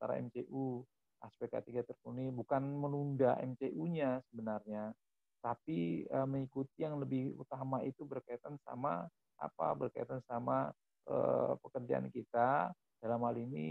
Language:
Indonesian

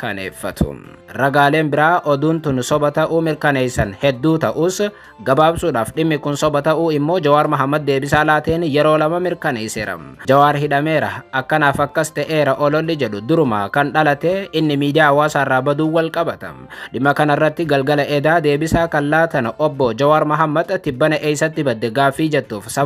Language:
Oromo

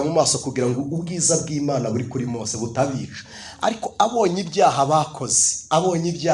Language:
Kinyarwanda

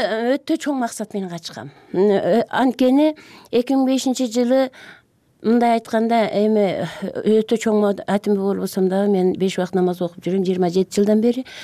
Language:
Kyrgyz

